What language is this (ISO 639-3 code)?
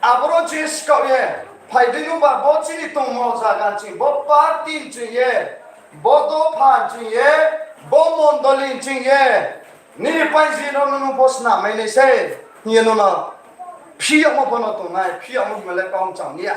ria